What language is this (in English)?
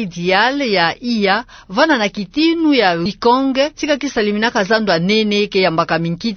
Kituba (Democratic Republic of Congo)